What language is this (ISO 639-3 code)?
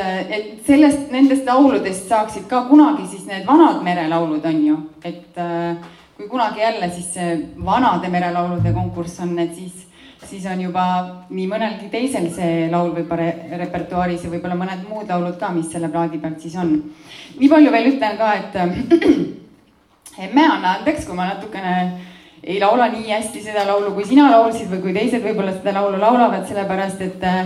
est